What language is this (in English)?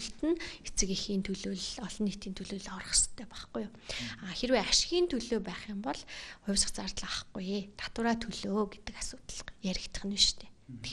Mongolian